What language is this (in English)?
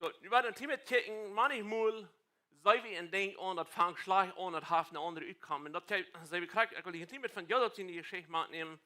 Plautdietsch